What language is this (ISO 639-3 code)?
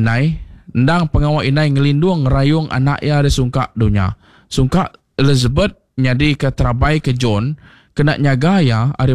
iba